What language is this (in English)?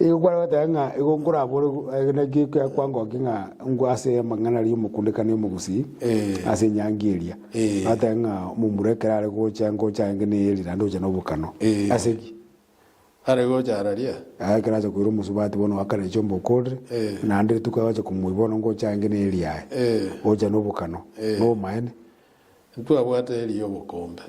Gusii